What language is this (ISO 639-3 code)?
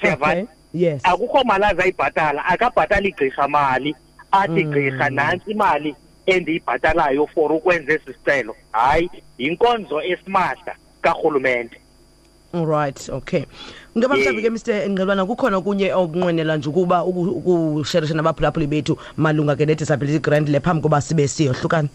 xho